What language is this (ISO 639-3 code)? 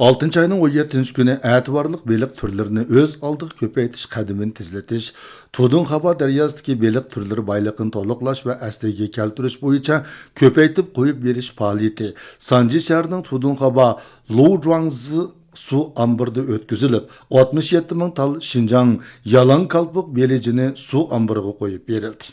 uig